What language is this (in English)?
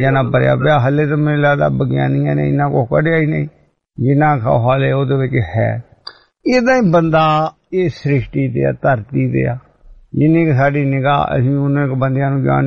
Punjabi